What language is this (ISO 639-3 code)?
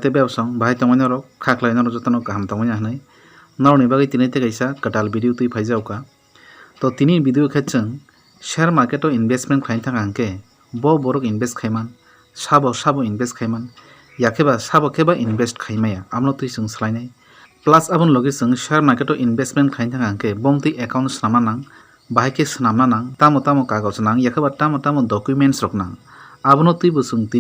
trp